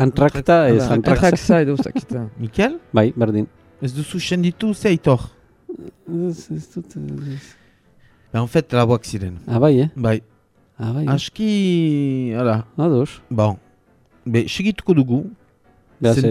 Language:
Basque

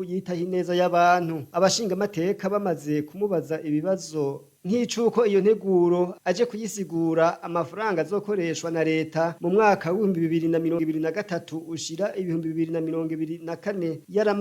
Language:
Rundi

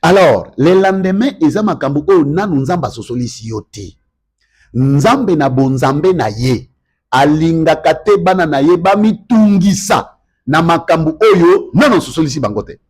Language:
Lingala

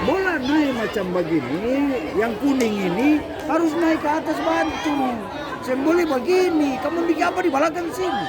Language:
Ambonese Malay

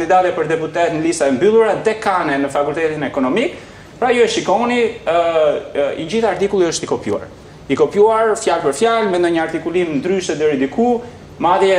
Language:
Albanian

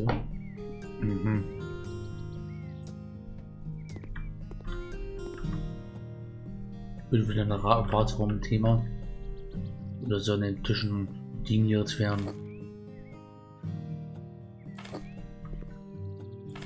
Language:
German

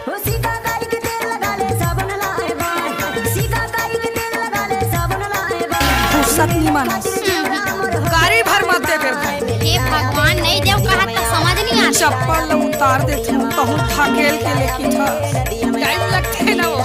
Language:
Chhattisgarhi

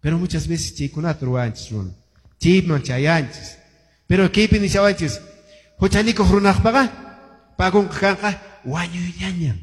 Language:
Quechua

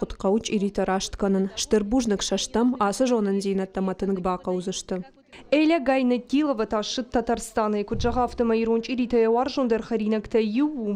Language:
Ossetic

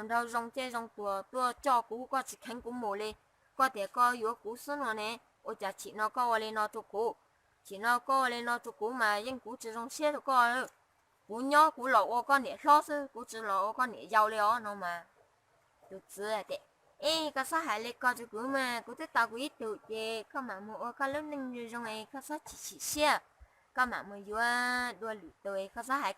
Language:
Hmong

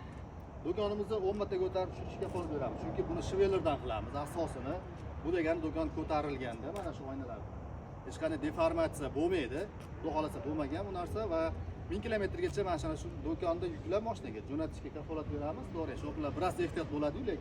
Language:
Uzbek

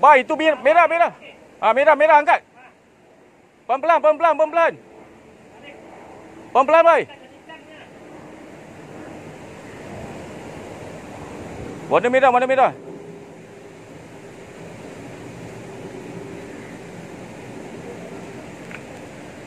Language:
Malay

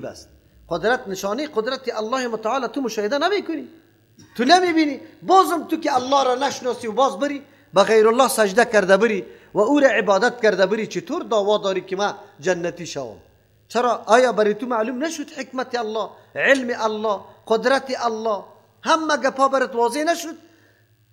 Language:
Persian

